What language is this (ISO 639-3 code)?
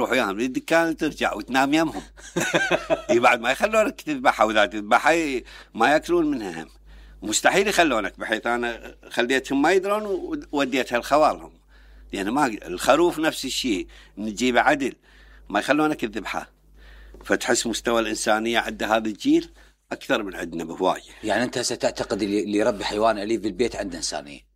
acm